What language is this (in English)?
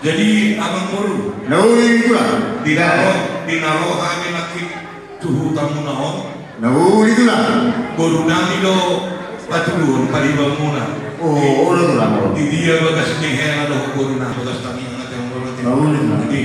Batak Toba